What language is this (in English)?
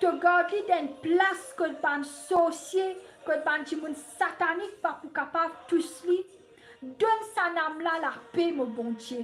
Morisyen